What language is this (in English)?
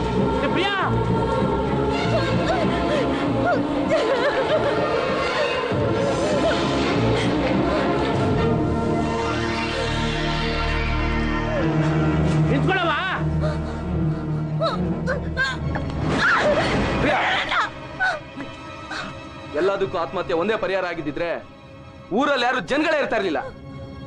Kannada